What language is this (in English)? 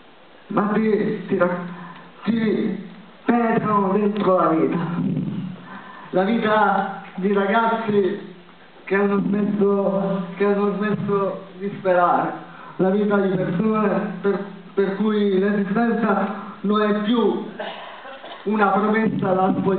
Italian